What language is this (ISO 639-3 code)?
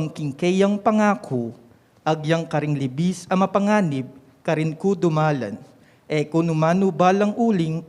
pam